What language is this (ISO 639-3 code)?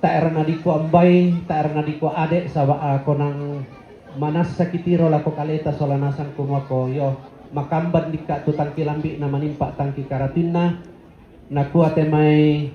sda